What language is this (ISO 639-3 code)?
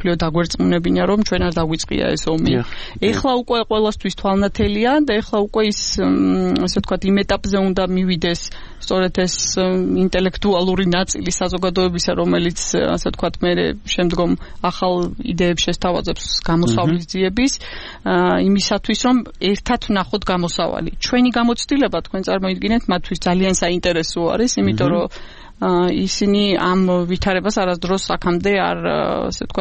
kat